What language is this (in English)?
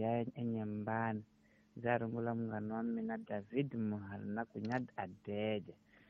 Tsonga